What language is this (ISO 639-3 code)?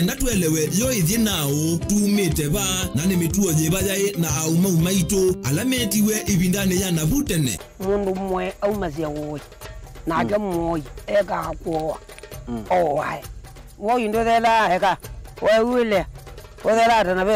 kam